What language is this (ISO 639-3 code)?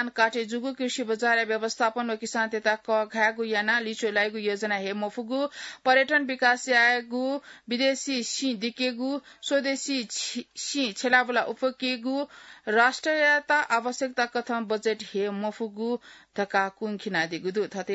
new